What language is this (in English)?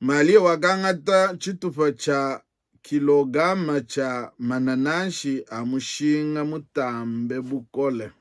Luba-Lulua